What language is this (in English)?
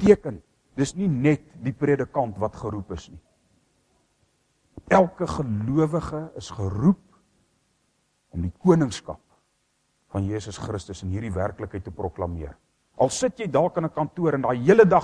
Afrikaans